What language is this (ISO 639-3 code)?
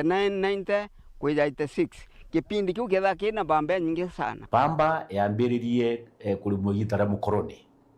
mer